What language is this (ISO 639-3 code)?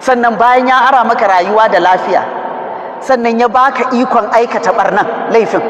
hau